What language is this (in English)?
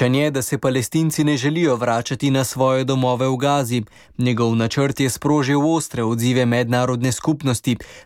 Slovenian